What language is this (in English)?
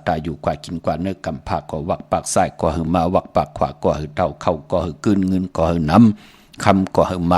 Shan